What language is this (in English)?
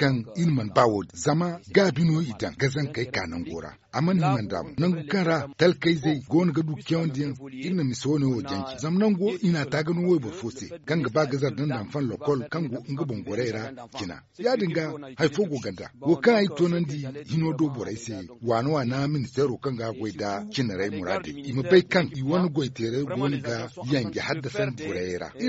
Zarma